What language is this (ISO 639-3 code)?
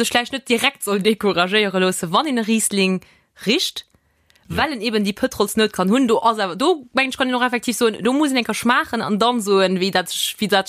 ltz